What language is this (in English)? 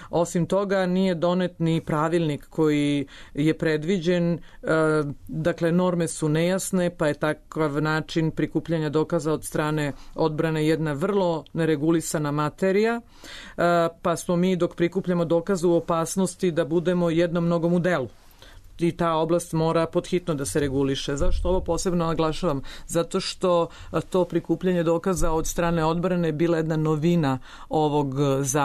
Serbian